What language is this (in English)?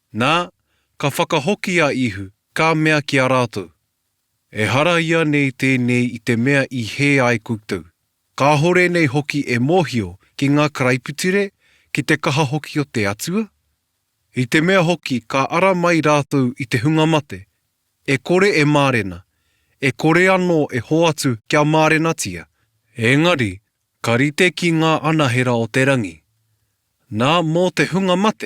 Māori